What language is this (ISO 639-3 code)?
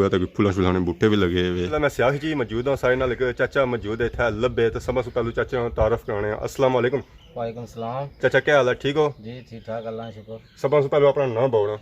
phr